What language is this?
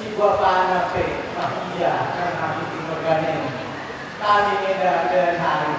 Batak Karo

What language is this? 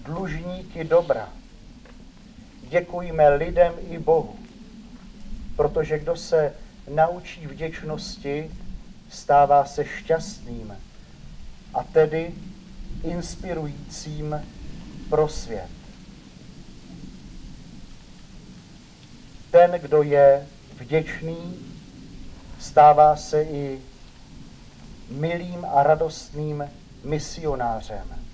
Czech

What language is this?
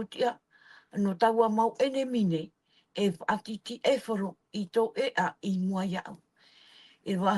Tahitian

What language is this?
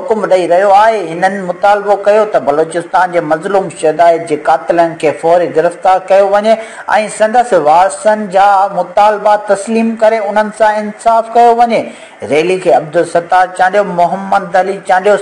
Sindhi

